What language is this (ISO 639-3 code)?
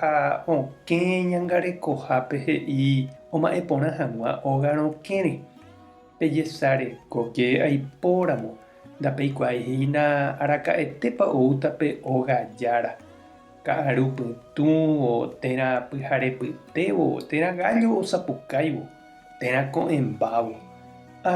grn